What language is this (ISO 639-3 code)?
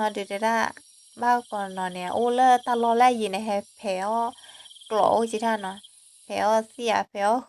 ksw